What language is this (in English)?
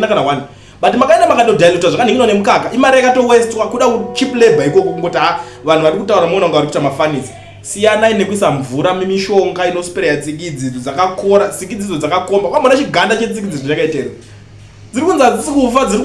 Shona